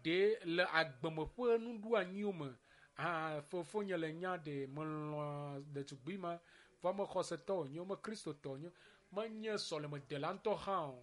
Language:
Ewe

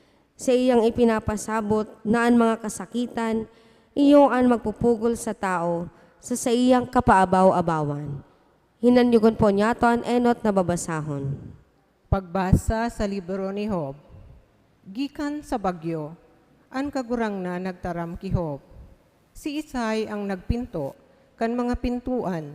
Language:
Bikol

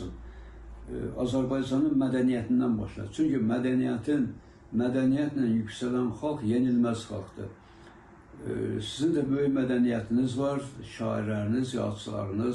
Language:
Azerbaijani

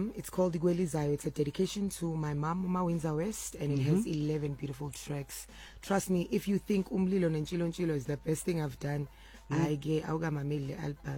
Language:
Southern Sotho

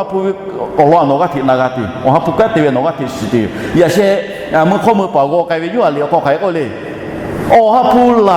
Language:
Lahu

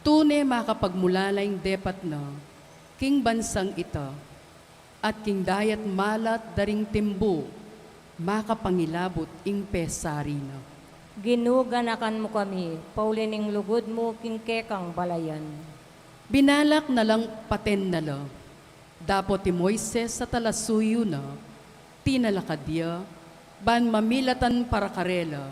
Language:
Pampanga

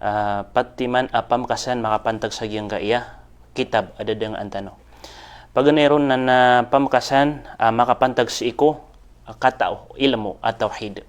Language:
Maranao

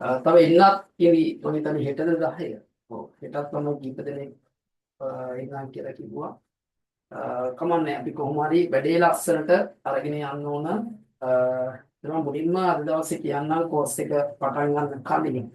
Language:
Sinhala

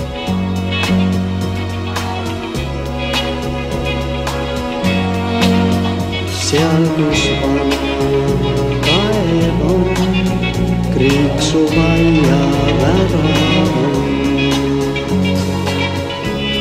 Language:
Estonian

